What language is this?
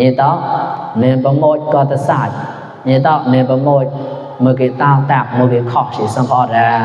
Mon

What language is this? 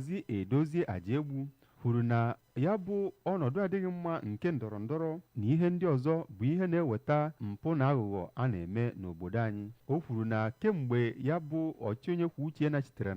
Igbo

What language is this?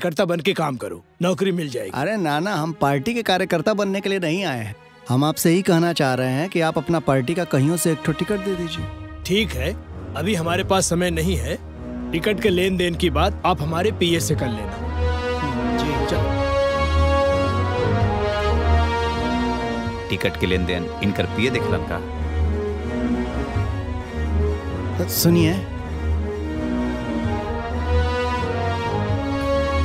Bhojpuri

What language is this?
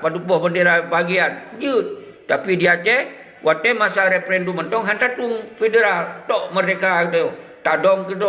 Achinese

